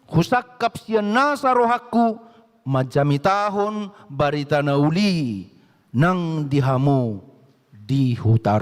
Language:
Batak Toba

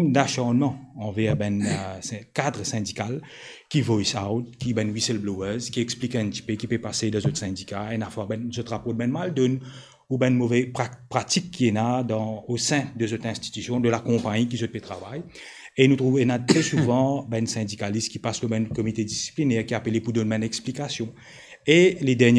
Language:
Morisyen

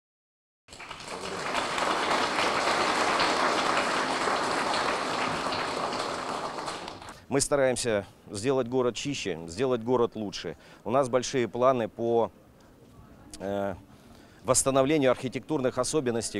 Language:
Russian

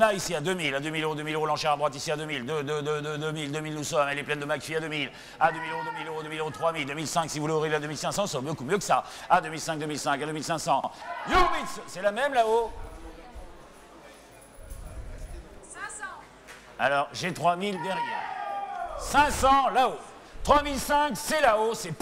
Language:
French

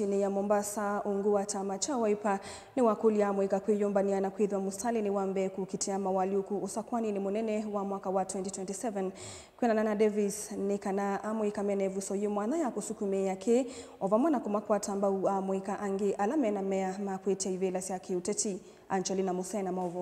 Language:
Kamba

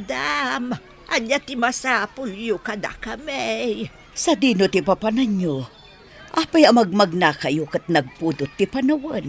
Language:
Iloko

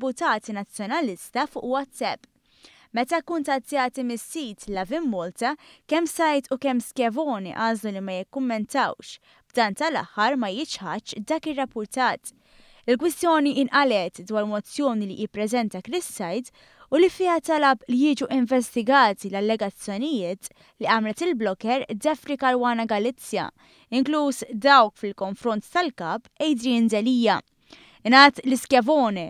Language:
Maltese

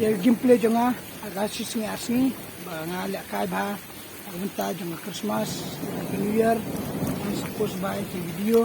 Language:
Khasi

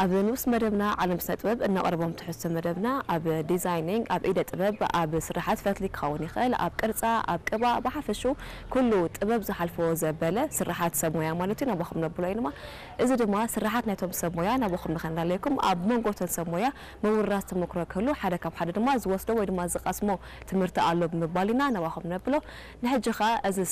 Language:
Tigrinya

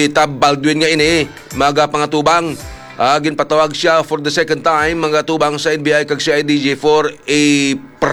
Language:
Hiligaynon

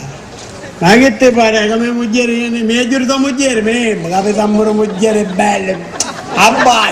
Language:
Sicilian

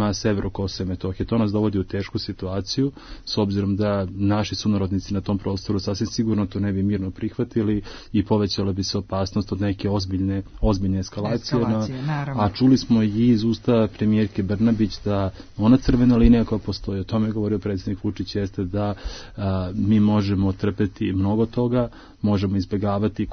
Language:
Serbian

